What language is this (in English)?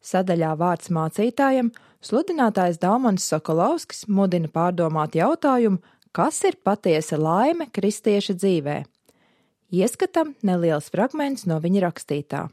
Latvian